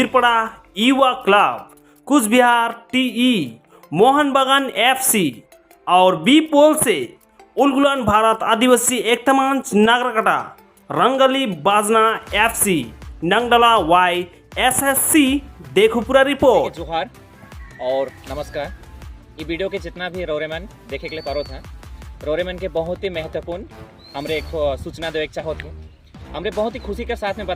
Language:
Sadri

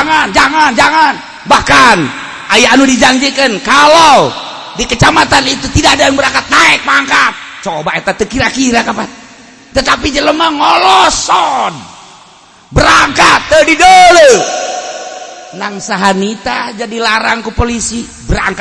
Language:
Sundanese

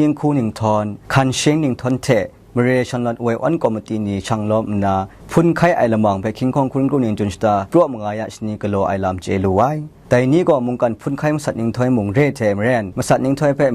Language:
Kachin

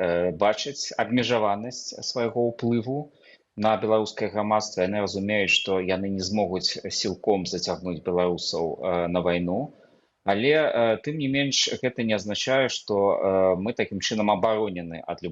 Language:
Belarusian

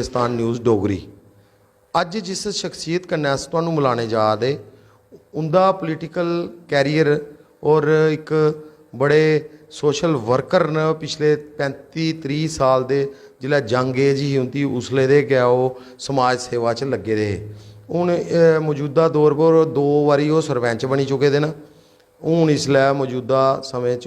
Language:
Dogri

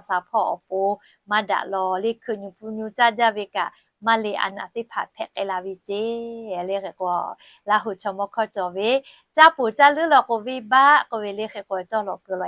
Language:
Lahu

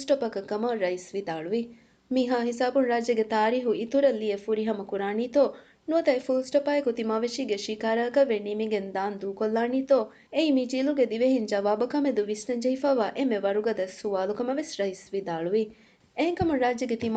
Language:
Divehi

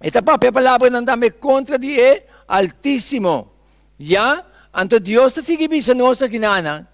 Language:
Papiamento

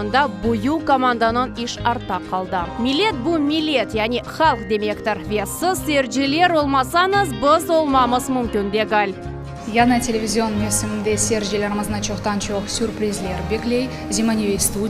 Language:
Crimean Tatar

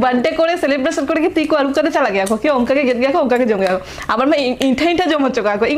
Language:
Santali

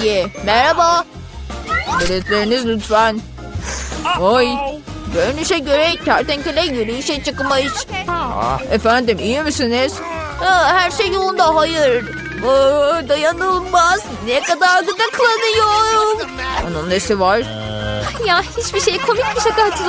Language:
Turkish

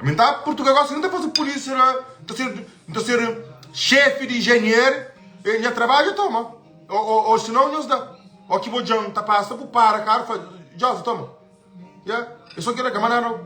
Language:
Kabuverdianu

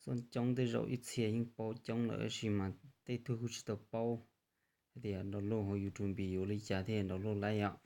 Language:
Hmong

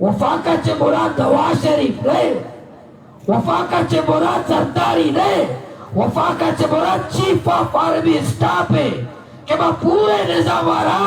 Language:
Baluchi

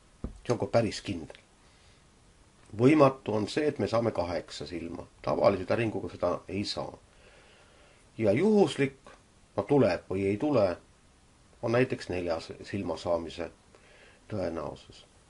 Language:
Estonian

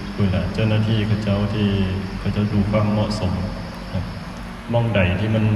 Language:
Lao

